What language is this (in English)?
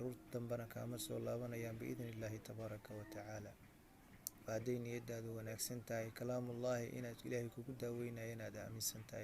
Somali